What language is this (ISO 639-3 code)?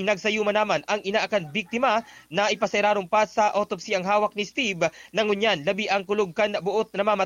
bik